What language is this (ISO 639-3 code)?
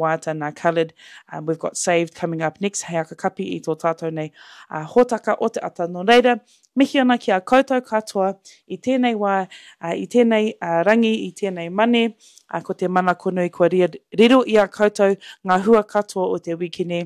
mri